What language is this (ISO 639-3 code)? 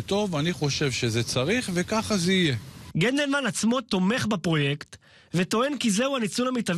heb